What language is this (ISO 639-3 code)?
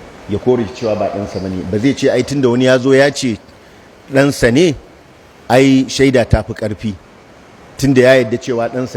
hau